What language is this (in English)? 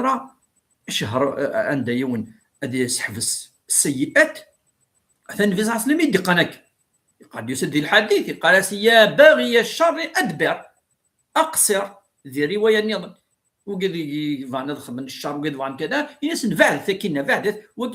Kabyle